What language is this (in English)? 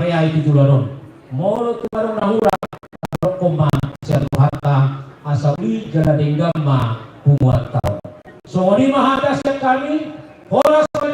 Batak Toba